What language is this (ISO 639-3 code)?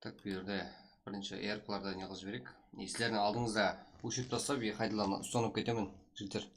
kaa